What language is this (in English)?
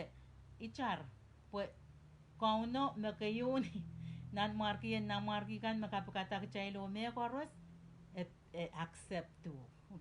Pohnpeian